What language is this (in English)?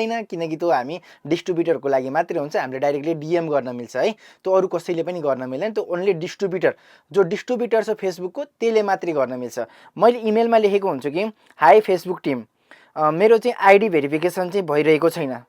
Nepali